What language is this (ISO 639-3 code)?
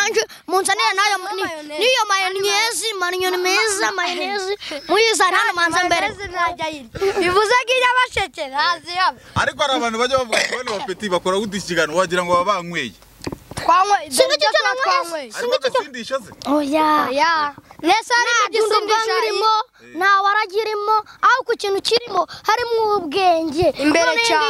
kin